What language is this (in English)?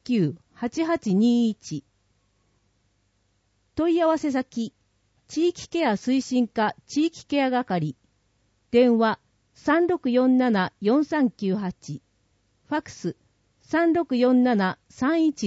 Japanese